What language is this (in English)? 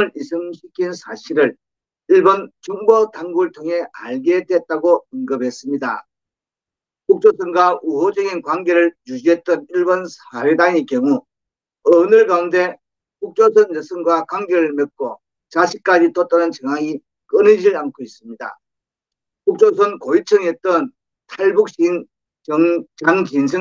Korean